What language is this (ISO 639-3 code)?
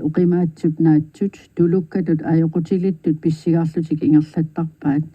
kal